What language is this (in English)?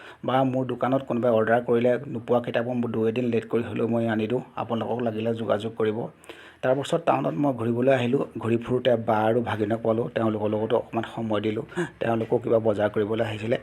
Assamese